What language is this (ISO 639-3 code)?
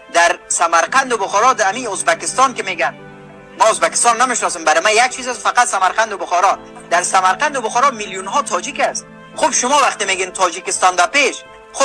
tgk